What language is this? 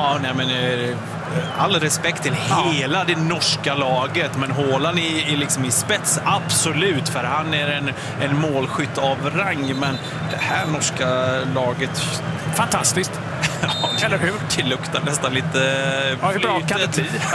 Swedish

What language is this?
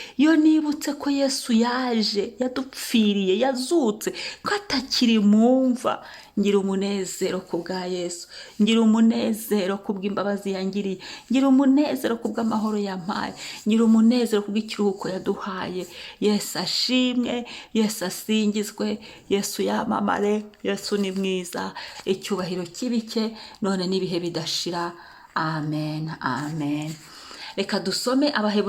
Kinyarwanda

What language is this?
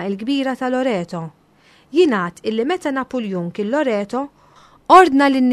Maltese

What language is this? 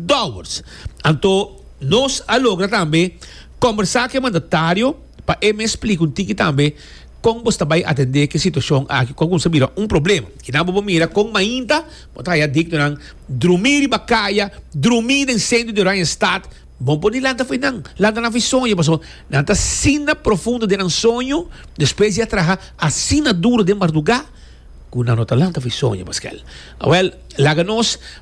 Papiamento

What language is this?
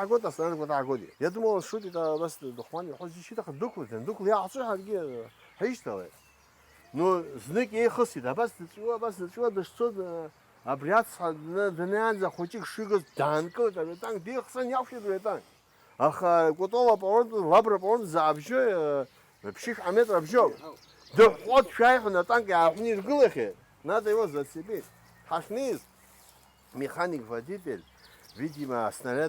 Abkhazian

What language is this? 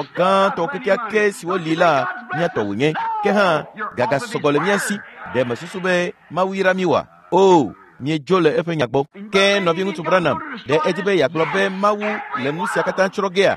Ewe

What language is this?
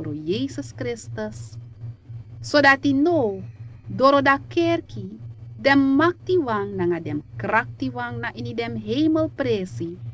Sranan Tongo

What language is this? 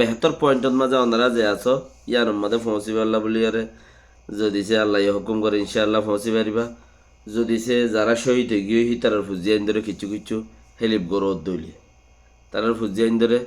Rohingya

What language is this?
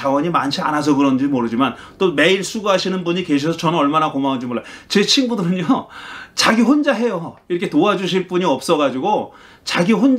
Korean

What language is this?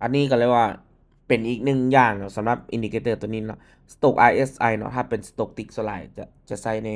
Lao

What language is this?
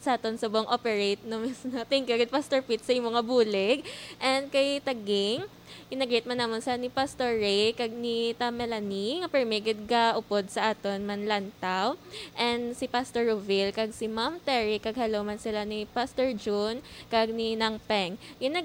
Hiligaynon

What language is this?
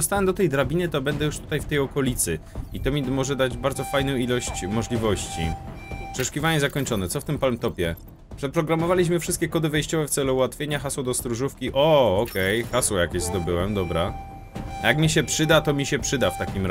Polish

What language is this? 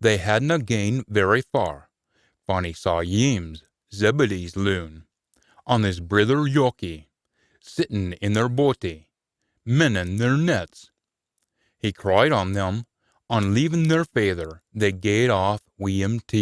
Scots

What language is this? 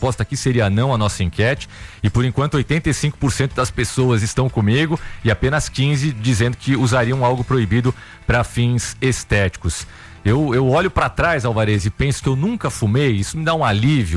Portuguese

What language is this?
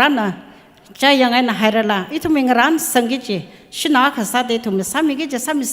Tangkhul Naga (India)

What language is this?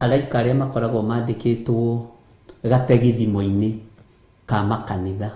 Kikuyu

